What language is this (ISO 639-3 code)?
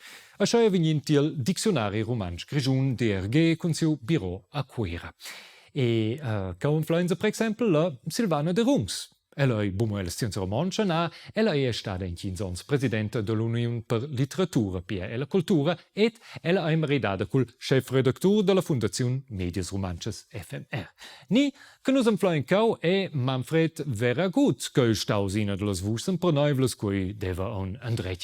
roh